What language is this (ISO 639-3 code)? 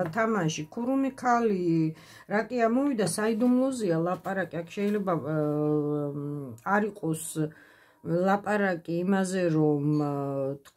kat